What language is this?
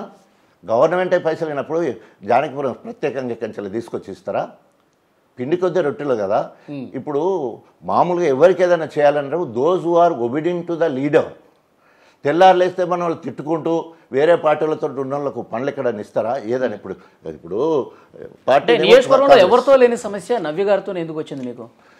Telugu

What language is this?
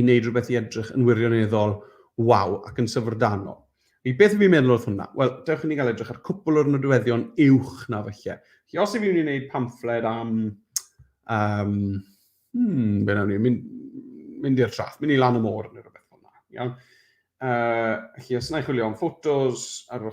Welsh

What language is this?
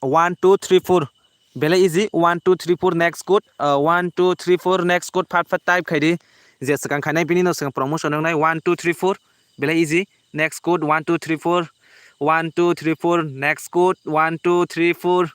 Kok Borok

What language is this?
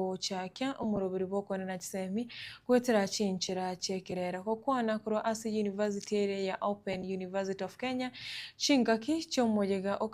Gusii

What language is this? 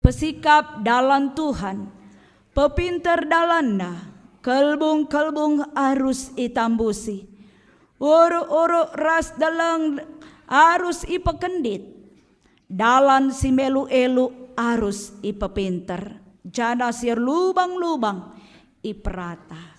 Batak Karo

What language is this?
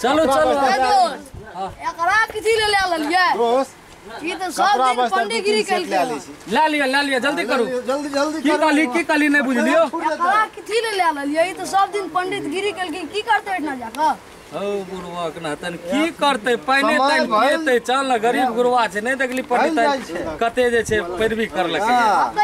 Maithili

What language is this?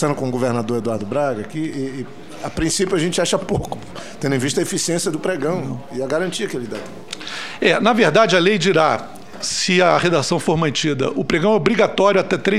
Portuguese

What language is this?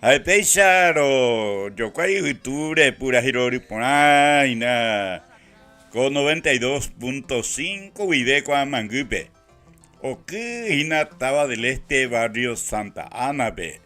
Guarani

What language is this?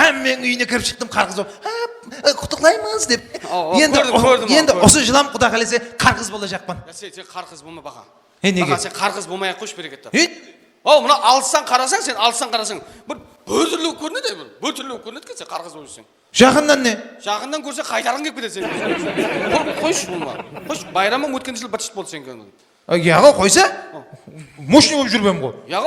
Kara-Kalpak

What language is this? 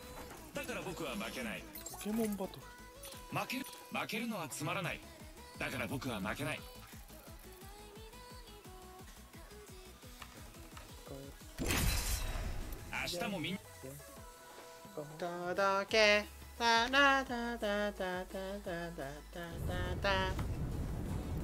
Japanese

